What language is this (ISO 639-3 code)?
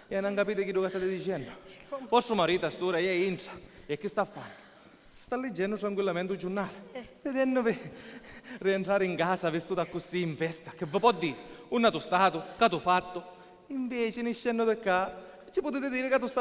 scn